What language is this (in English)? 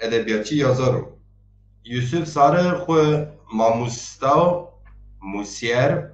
Zaza